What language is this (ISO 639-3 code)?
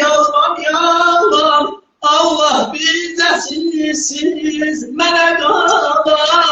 azb